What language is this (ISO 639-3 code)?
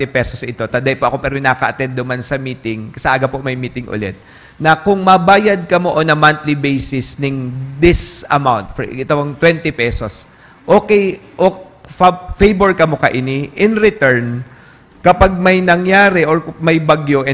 bik